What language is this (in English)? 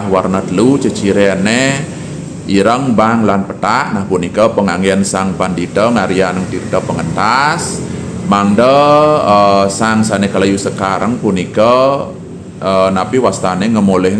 Balinese